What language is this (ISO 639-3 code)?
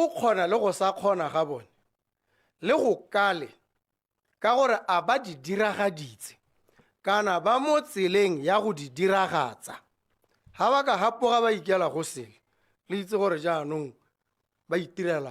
tsn